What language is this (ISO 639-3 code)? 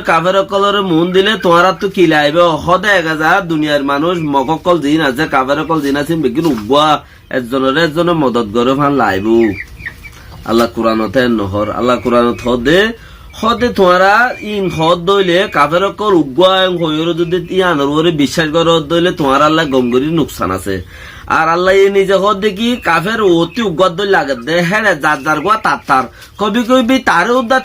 rhg